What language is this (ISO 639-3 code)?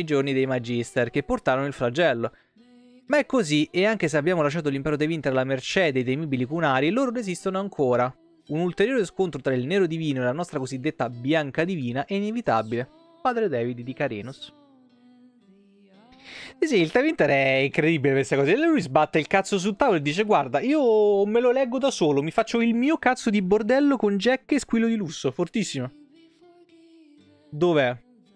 ita